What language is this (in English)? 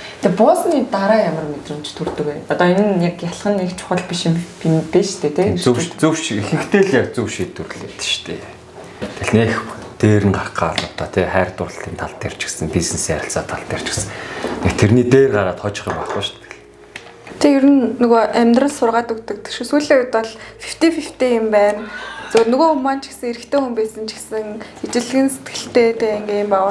Mongolian